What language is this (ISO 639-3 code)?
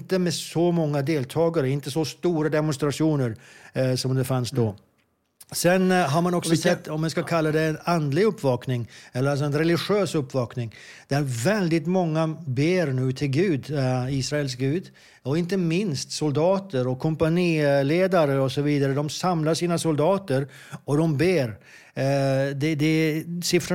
swe